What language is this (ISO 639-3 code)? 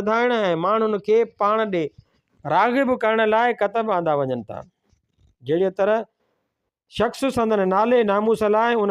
snd